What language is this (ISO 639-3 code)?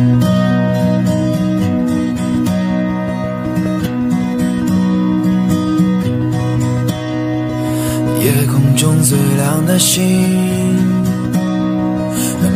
zho